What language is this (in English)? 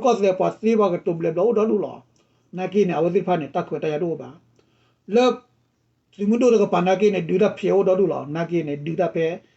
S'gaw Karen